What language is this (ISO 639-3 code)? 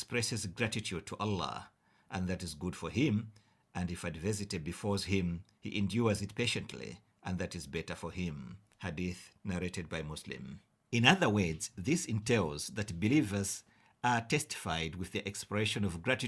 eng